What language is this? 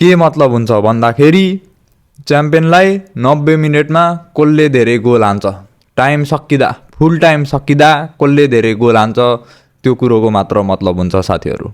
Nepali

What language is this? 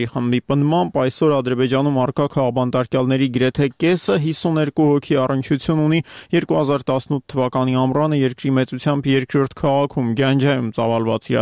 Armenian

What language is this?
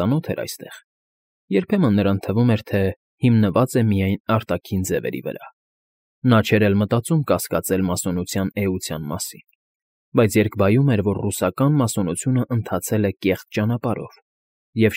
Armenian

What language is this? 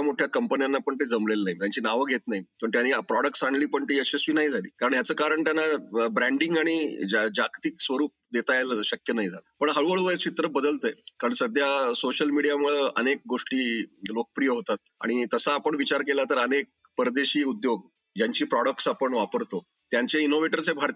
Marathi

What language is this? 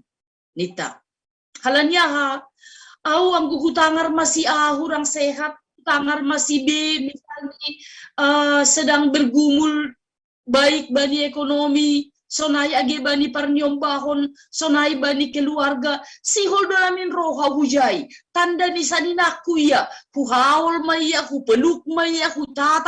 Batak Simalungun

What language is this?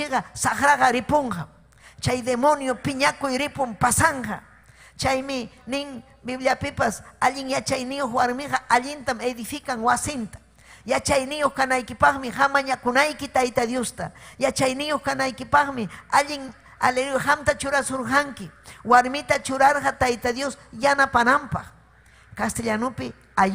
Ayacucho Quechua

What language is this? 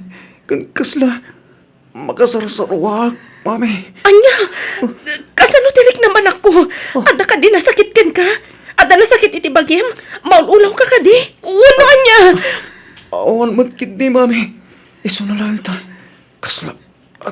Iloko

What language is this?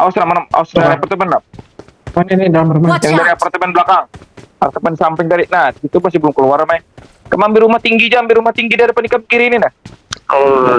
Banjar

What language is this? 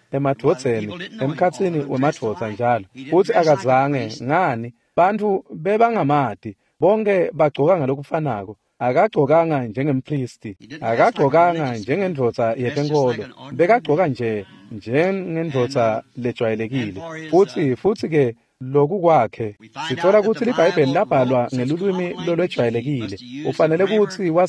Swati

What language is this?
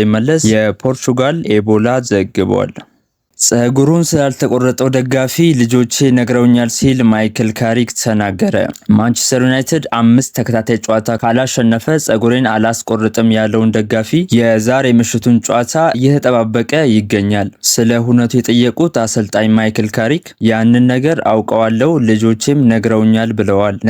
Amharic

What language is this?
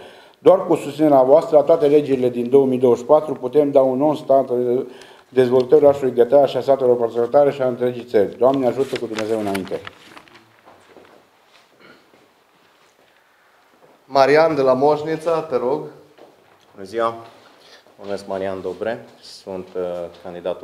Romanian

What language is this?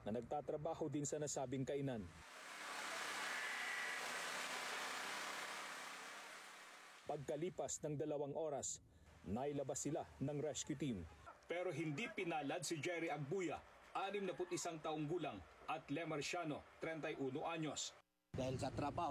Filipino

